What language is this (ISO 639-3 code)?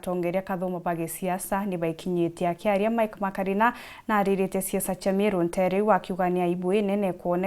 mer